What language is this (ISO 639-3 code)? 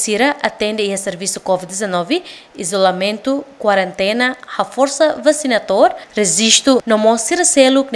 tet